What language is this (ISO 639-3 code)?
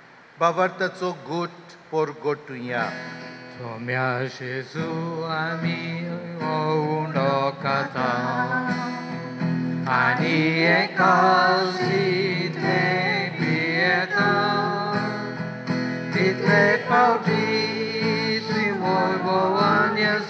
kok